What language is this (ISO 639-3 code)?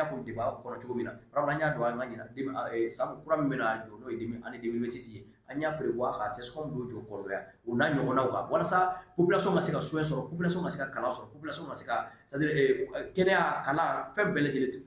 bam